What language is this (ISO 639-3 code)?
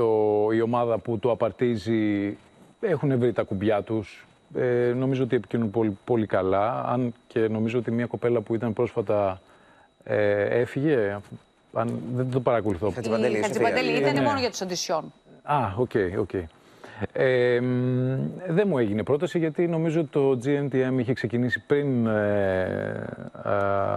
ell